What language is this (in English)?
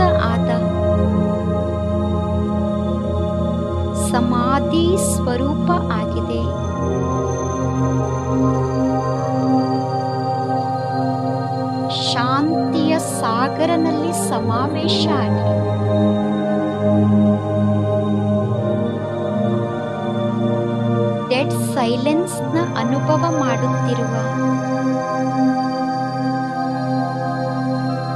Kannada